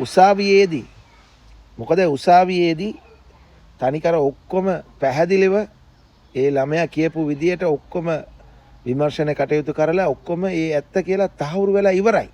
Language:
Sinhala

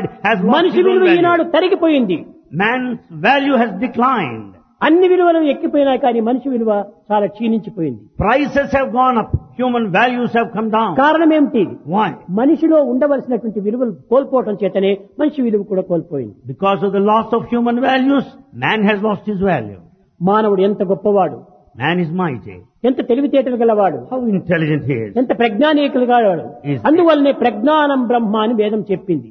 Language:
Telugu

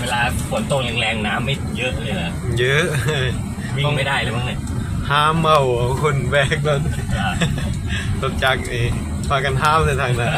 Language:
Lao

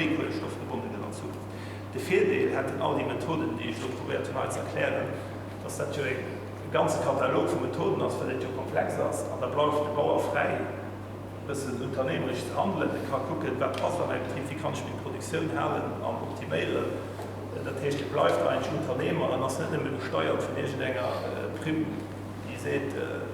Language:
Luxembourgish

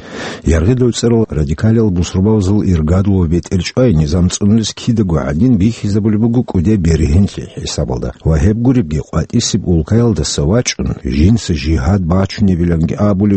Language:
Avaric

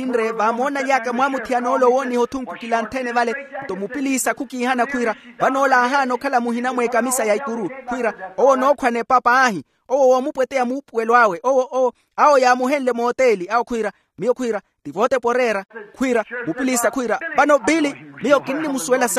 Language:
Makhuwa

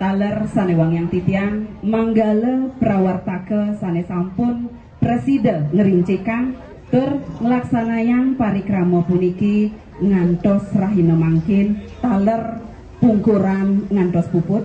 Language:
Balinese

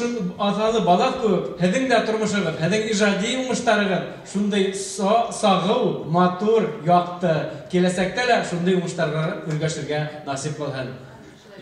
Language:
Bashkir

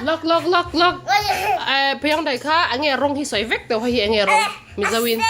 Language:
Mizo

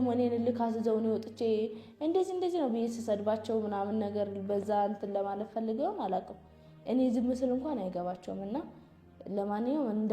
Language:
Amharic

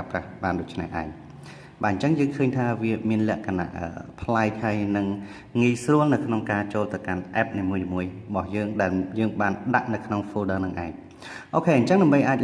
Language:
Khmer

